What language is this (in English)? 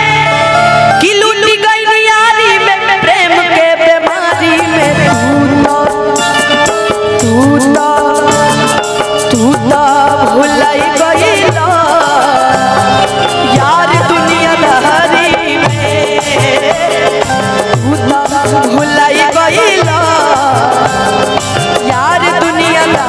Bhojpuri